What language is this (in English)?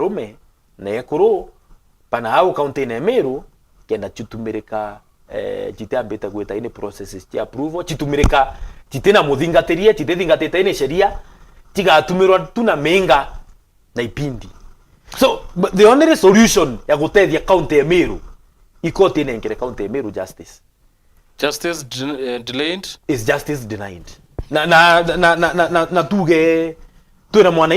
Meru